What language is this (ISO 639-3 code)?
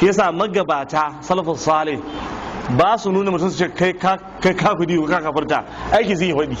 hau